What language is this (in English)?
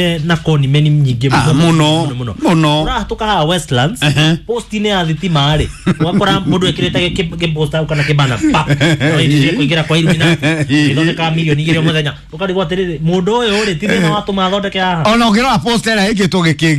Kikuyu